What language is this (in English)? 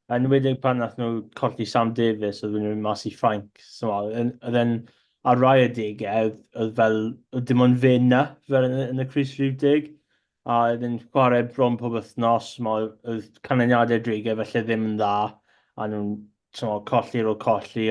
Welsh